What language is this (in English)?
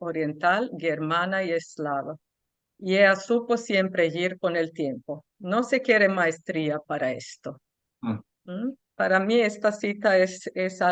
Ladino